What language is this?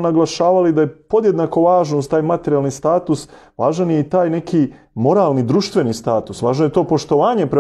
Serbian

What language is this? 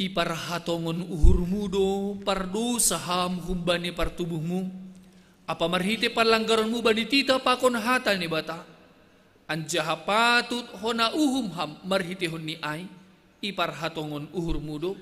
Batak Simalungun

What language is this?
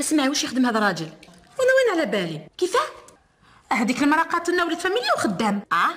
Algerian Arabic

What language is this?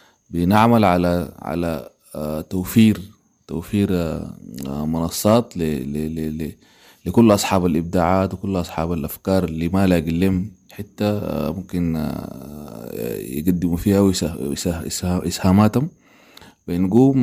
Sudanese Arabic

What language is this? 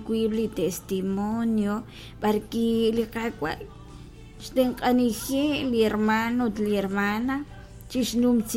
Kekchí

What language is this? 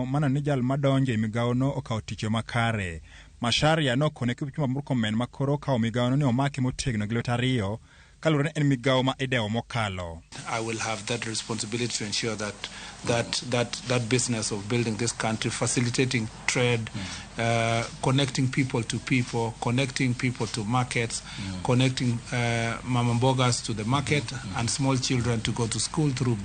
Luo (Kenya and Tanzania)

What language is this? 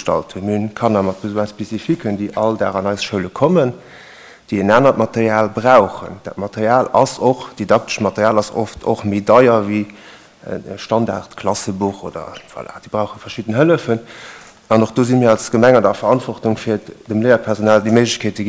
Luxembourgish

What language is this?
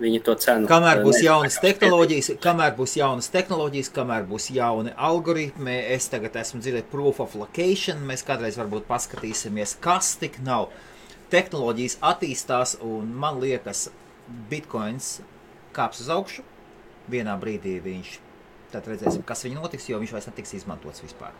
Latvian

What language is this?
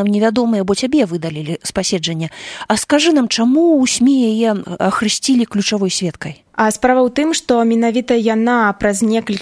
Belarusian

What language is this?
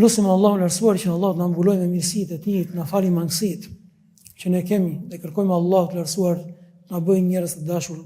Albanian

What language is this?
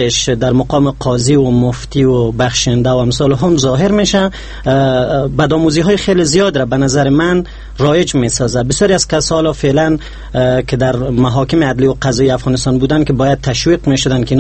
Persian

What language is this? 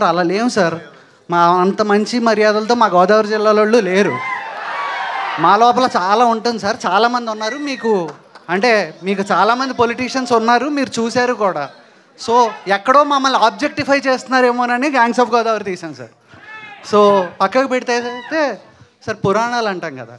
Telugu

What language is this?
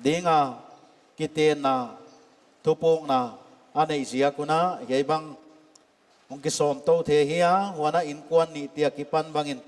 Paite Chin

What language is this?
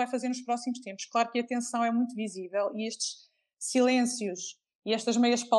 Portuguese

